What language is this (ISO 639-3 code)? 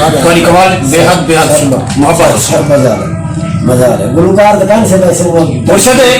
skr